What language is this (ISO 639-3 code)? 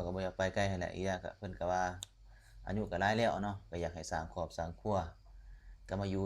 lao